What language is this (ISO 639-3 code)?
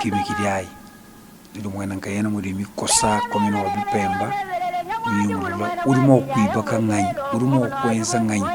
lua